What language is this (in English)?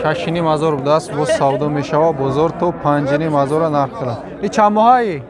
Tajik